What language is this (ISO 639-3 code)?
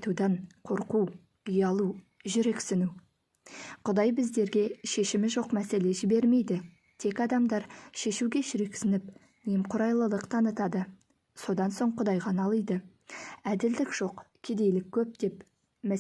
kaz